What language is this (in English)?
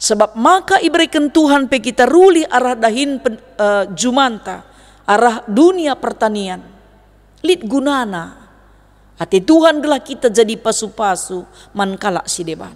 Batak Karo